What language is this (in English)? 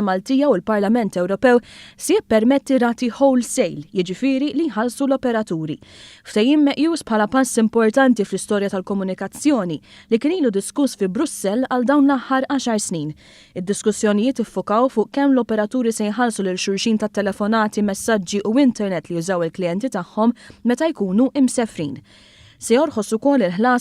Maltese